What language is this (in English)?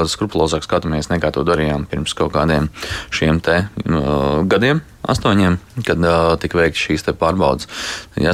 Latvian